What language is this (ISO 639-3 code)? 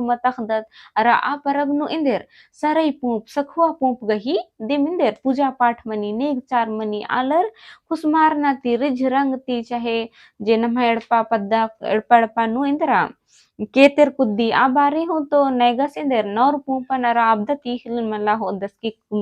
kru